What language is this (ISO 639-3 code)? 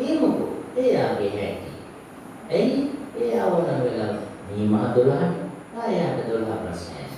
sin